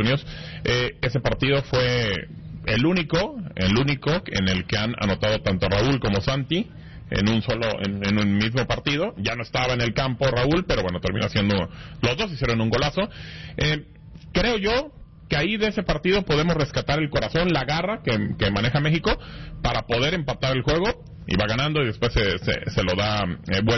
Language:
Spanish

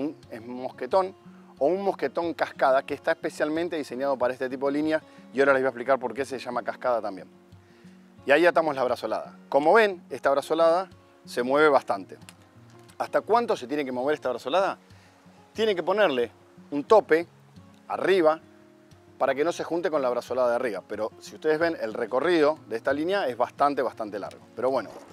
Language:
Spanish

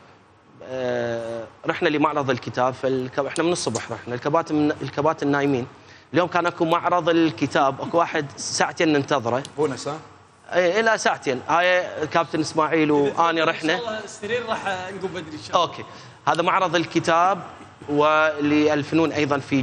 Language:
Mesopotamian Arabic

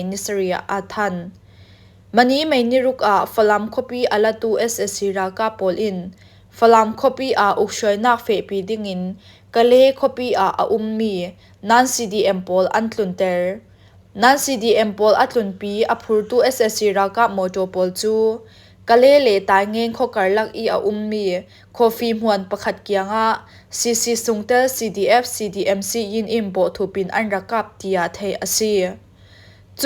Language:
Falam Chin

